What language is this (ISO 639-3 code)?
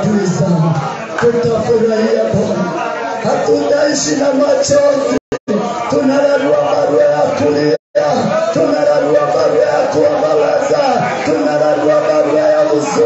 swa